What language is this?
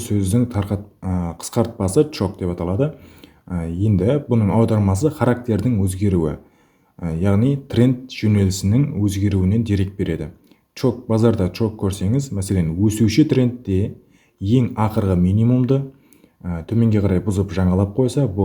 Kara-Kalpak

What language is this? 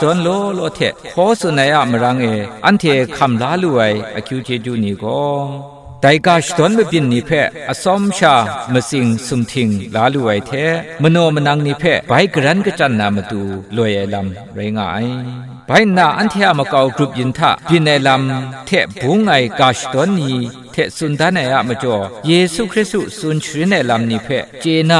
Kachin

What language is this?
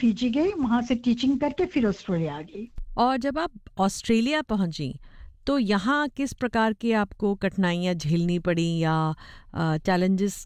Hindi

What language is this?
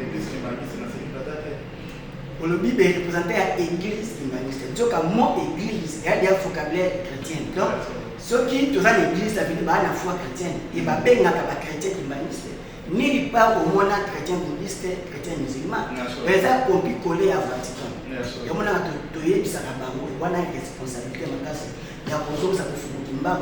Lingala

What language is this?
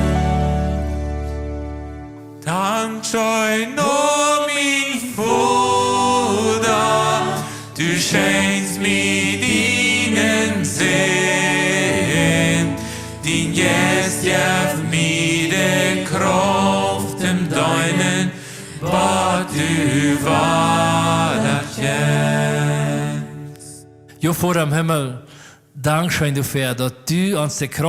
Plautdietsch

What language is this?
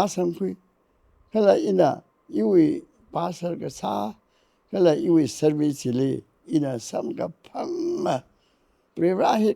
Tangkhul Naga (India)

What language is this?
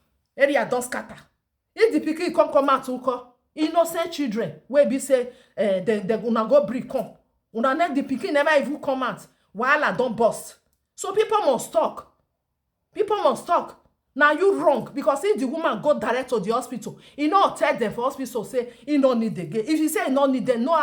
Nigerian Pidgin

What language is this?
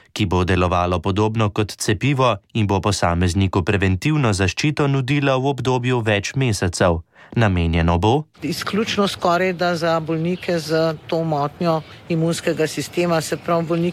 Slovenian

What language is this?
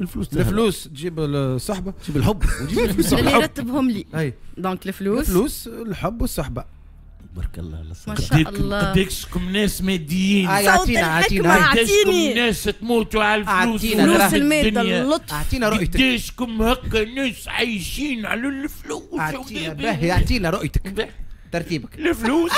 Tunisian Arabic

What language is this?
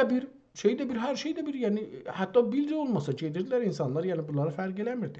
South Azerbaijani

